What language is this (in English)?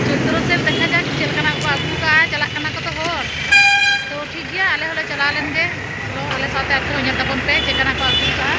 Santali